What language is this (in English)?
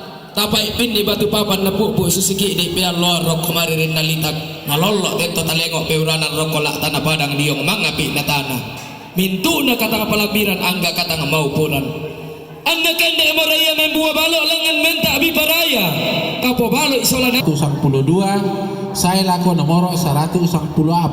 Toraja-Sa'dan